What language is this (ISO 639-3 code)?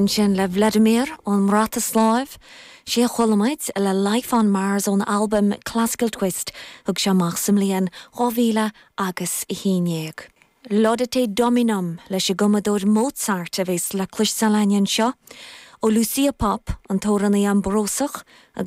gle